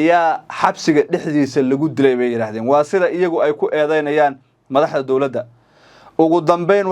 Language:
Somali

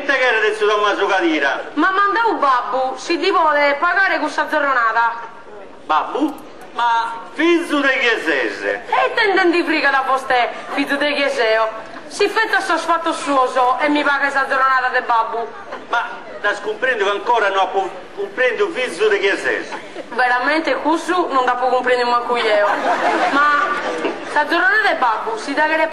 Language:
Sardinian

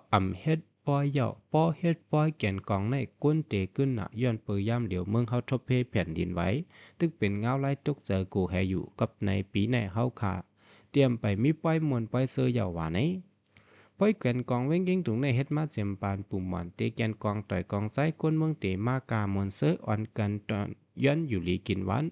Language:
Shan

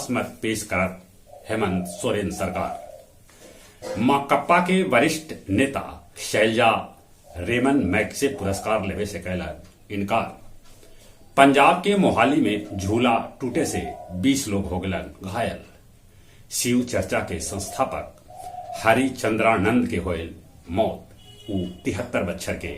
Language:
Magahi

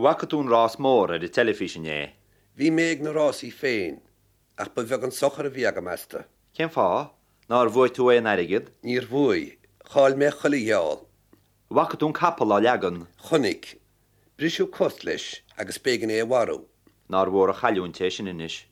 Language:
Irish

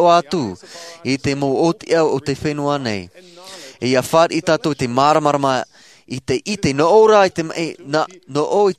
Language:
Tahitian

